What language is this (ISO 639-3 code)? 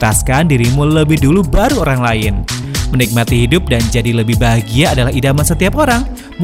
ind